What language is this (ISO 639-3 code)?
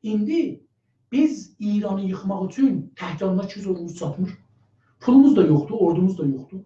azb